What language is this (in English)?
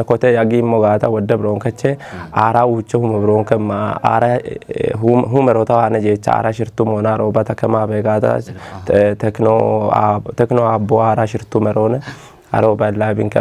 Kafa